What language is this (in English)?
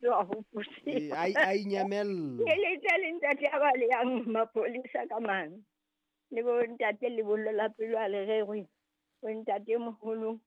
Southern Sotho